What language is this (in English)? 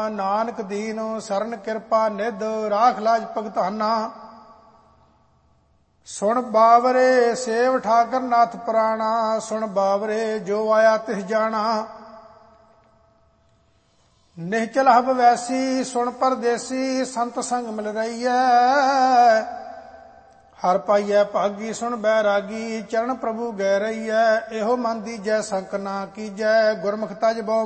Punjabi